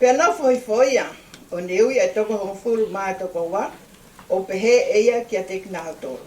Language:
Tongan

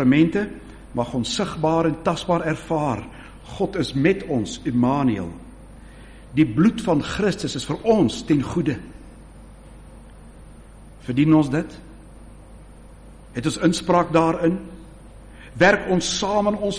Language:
Afrikaans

